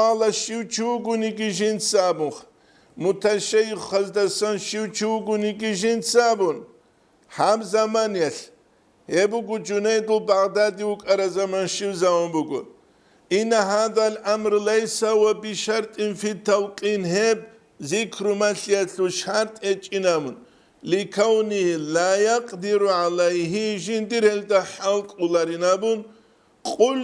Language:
Avaric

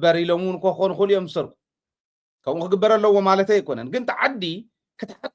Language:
Tigrinya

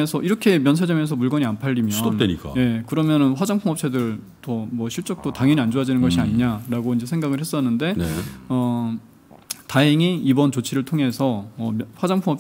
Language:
Korean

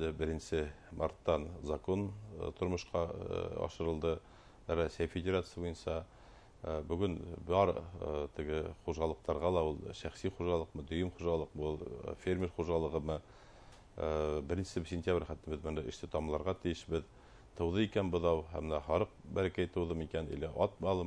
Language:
Bashkir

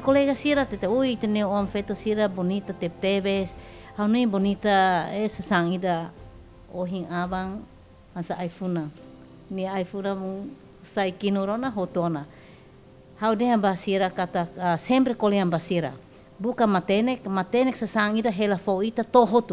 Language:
Tetum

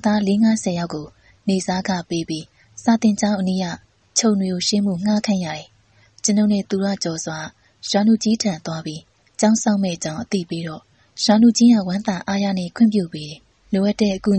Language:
Burmese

